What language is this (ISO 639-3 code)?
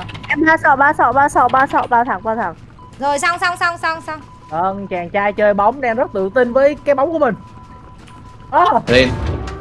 vie